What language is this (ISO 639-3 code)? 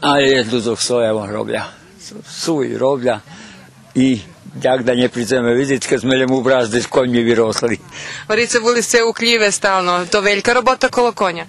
rue